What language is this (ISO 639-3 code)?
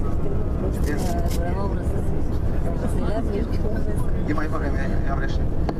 bul